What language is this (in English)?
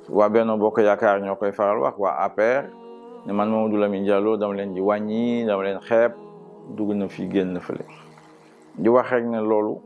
Wolof